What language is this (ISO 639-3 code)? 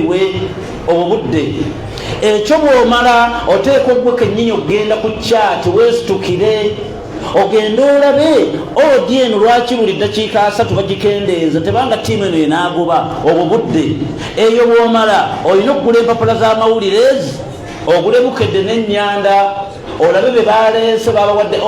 lug